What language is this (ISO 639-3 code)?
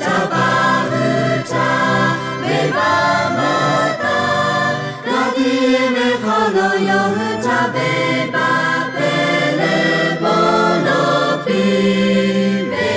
lhu